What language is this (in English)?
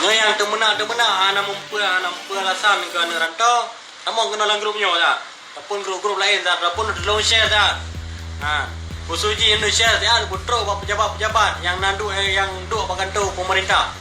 Achinese